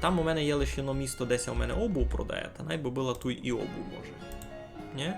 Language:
Rusyn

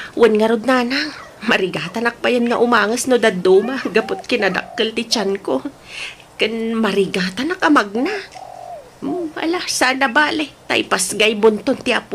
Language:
Iloko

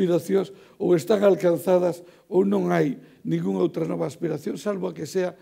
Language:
Galician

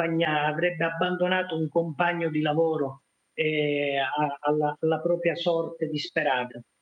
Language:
Italian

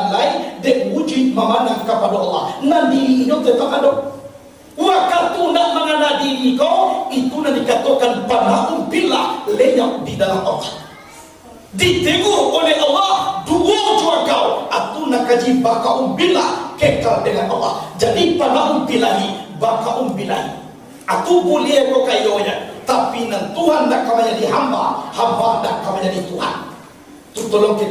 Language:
Minangkabau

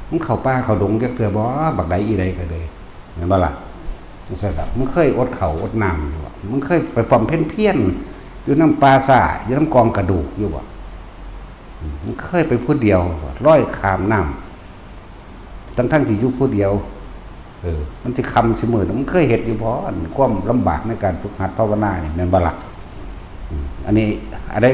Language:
Northeastern Thai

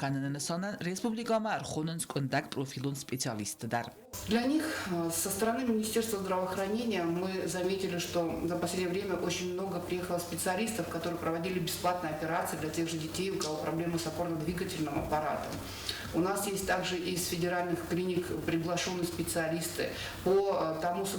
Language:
Ossetic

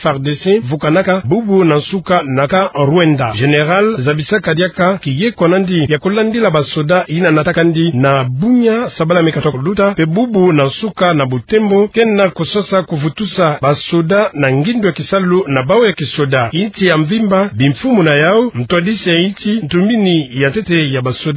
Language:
Kituba (Democratic Republic of Congo)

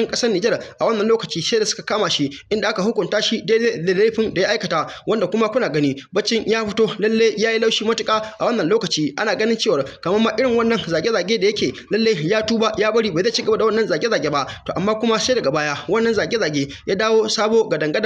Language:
Hausa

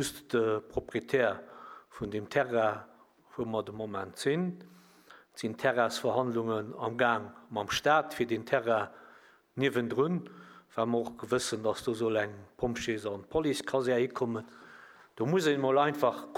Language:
Luxembourgish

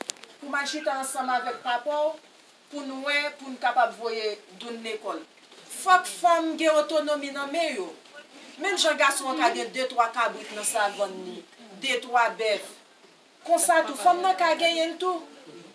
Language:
Haitian Creole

